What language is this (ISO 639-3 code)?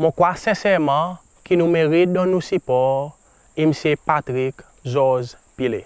crs